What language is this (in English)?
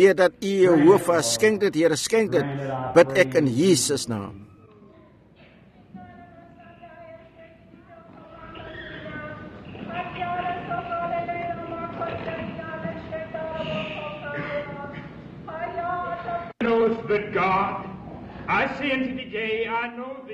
Afrikaans